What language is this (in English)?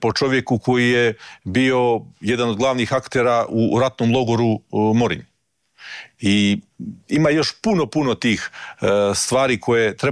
Croatian